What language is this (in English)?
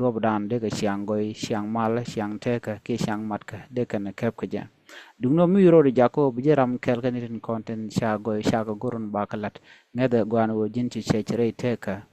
Nuer